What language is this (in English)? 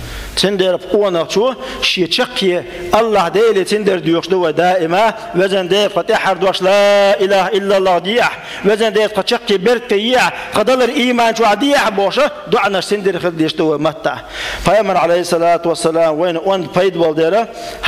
Chechen